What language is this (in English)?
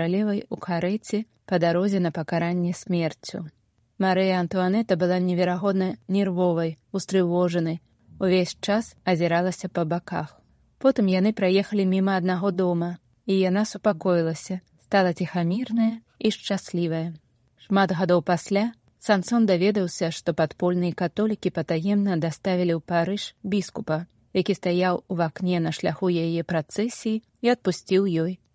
Belarusian